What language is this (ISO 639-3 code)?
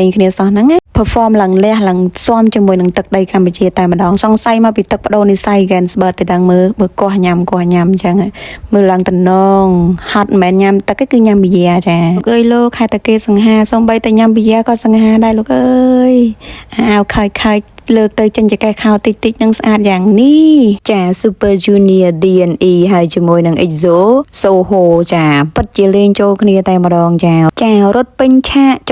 khm